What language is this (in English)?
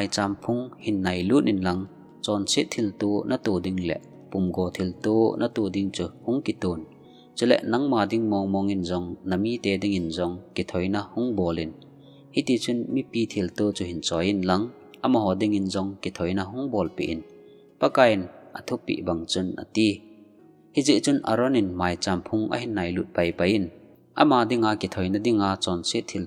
Thado Chin